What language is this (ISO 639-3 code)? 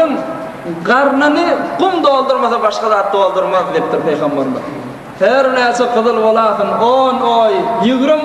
tuk